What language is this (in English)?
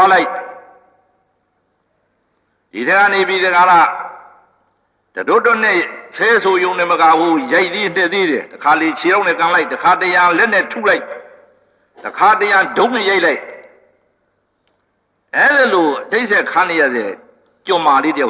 Burmese